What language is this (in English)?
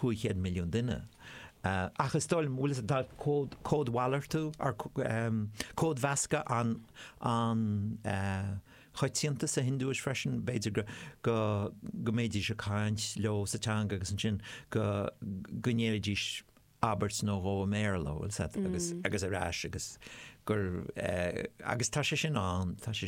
Irish